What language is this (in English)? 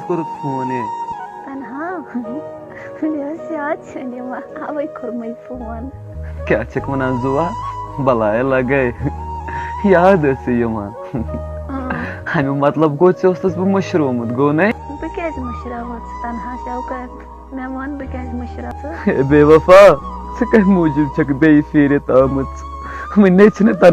Kashmiri